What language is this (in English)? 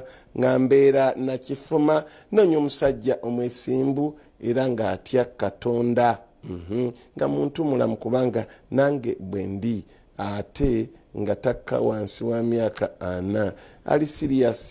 Ganda